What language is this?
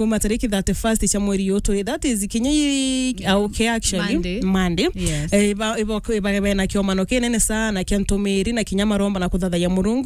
Meru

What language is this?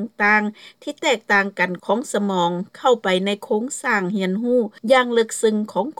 Lao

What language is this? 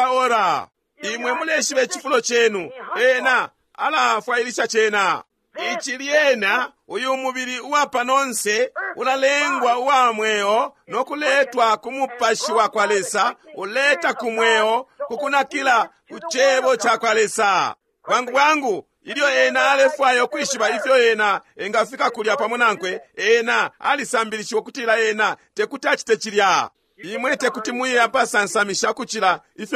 Bemba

